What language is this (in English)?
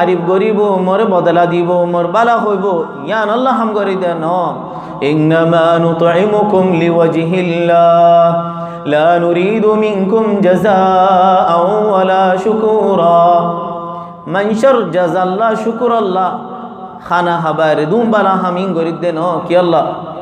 Rohingya